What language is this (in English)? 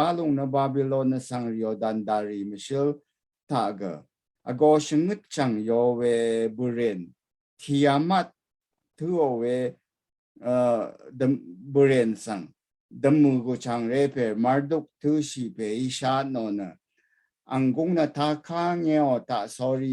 Rawang